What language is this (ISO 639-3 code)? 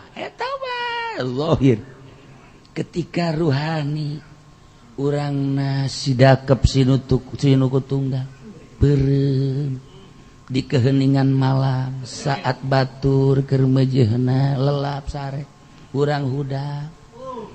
sun